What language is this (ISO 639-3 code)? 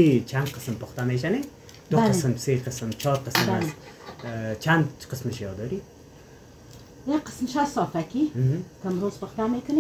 fas